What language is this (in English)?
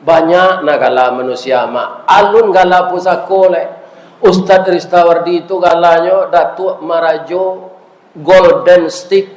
Minangkabau